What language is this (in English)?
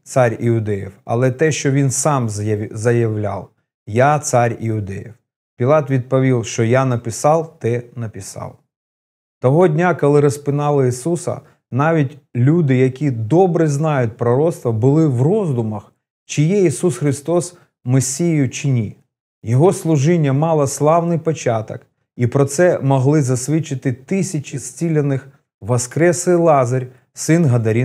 Ukrainian